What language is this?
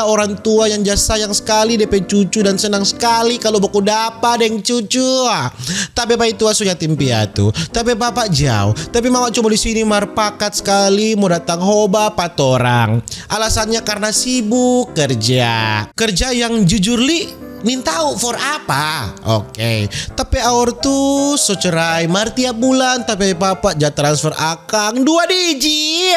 Manado Malay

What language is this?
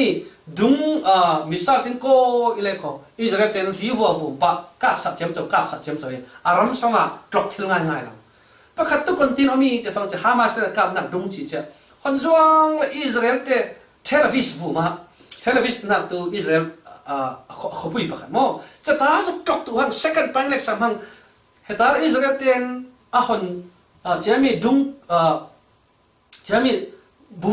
Falam Chin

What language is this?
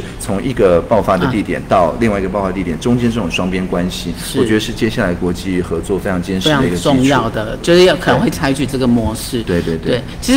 Chinese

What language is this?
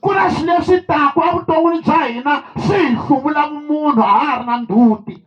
Tsonga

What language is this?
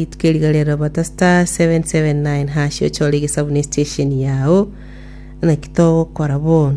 Gusii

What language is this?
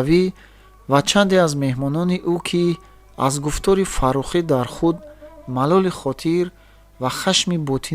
Tajik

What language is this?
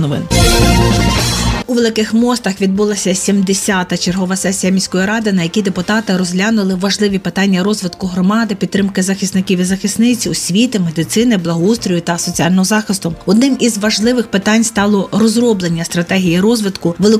Ukrainian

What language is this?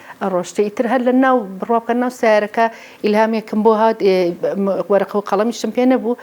Central Kurdish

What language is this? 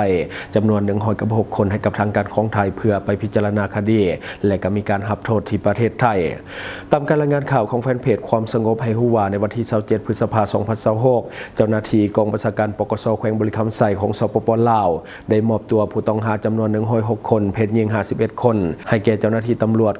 Lao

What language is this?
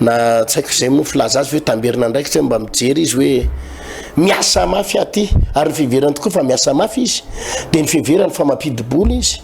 Malagasy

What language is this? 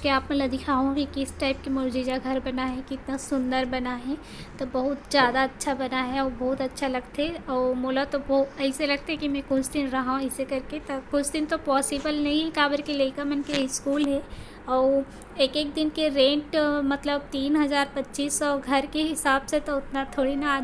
Chhattisgarhi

